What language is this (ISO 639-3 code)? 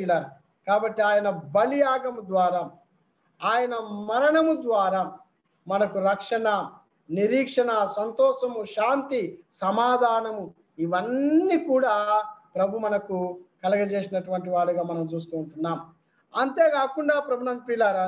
tel